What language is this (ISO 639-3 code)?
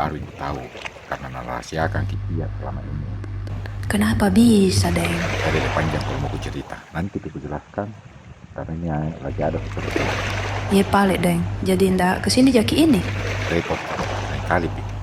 mfp